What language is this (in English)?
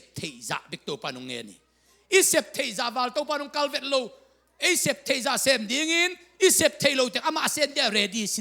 Tedim Chin